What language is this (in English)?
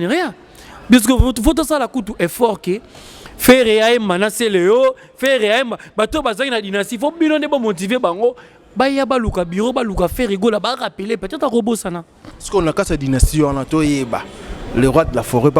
Lingala